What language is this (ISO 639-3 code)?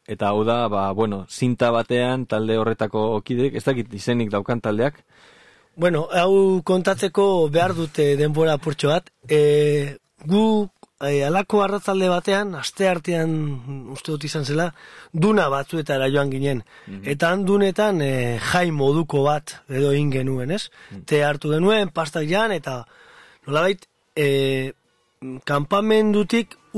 eus